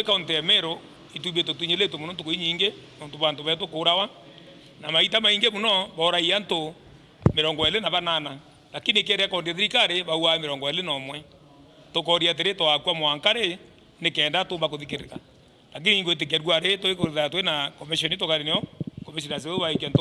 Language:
Meru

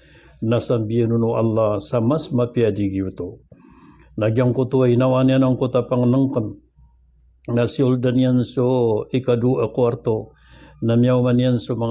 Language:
Maranao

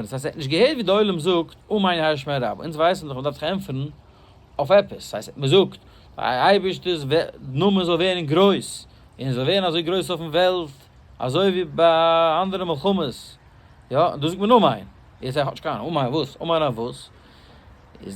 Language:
Yiddish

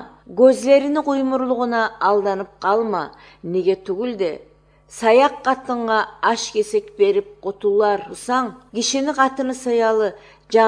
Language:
Kyrgyz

